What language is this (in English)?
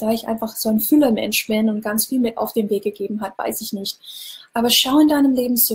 German